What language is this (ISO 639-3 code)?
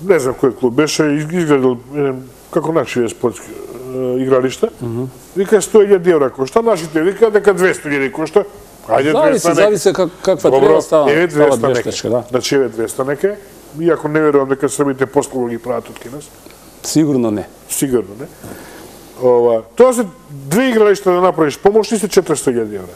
mkd